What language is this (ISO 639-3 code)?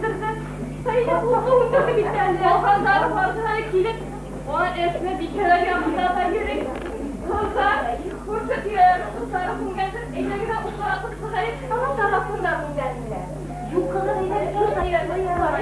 bak